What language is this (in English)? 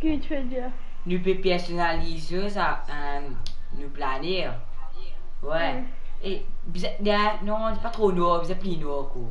Morisyen